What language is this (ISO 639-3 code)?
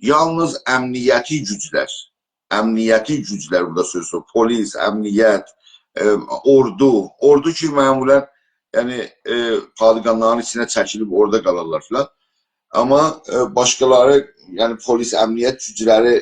azb